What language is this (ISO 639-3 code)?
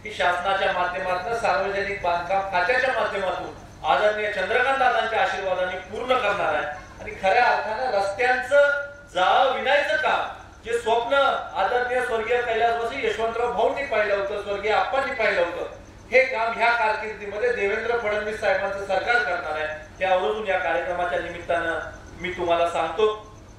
mar